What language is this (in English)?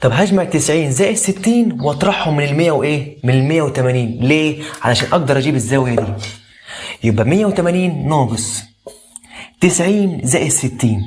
Egyptian Arabic